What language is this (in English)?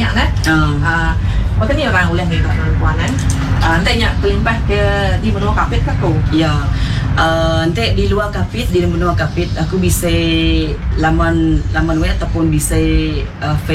Iban